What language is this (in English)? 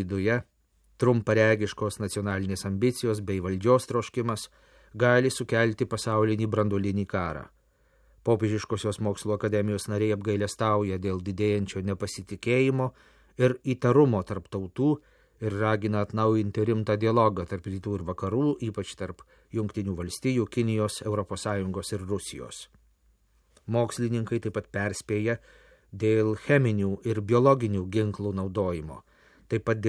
Lithuanian